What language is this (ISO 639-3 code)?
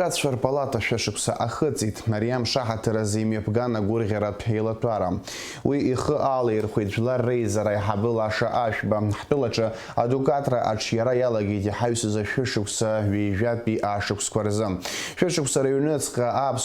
abk